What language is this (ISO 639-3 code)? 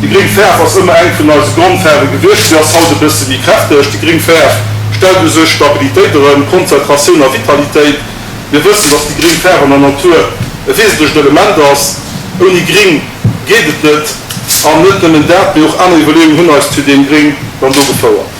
ltz